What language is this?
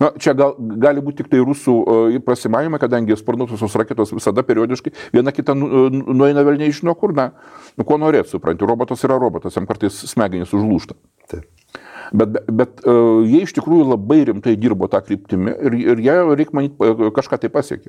Lithuanian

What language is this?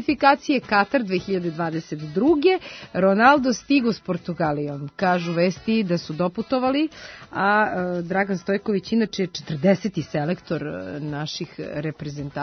Serbian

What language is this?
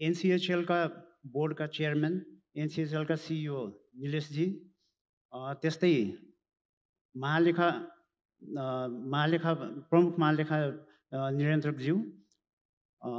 Nepali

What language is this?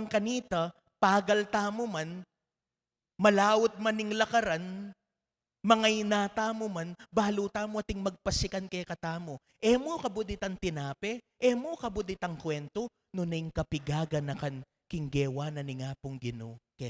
Pampanga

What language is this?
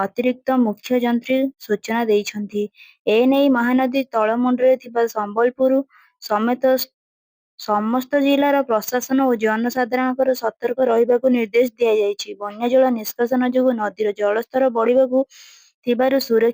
Odia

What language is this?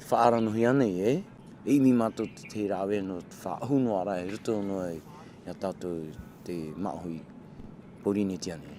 Tahitian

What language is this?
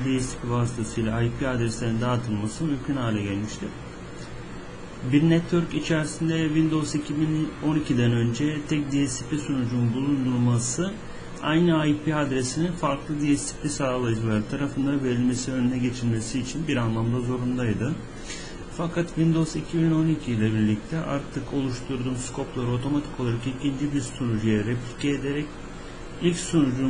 Turkish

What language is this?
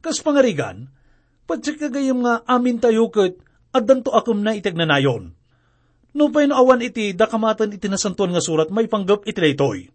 Iloko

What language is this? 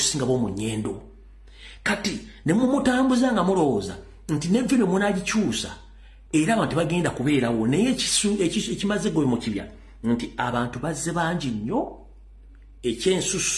Ganda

